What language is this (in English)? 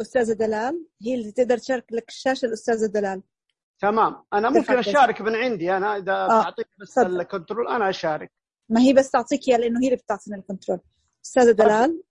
Najdi Arabic